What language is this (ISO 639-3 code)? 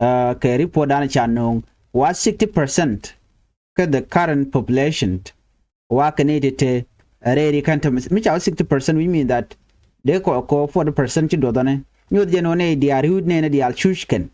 nus